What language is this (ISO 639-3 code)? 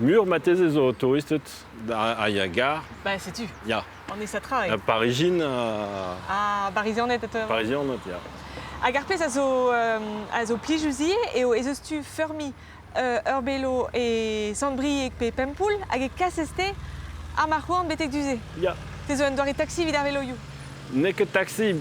bre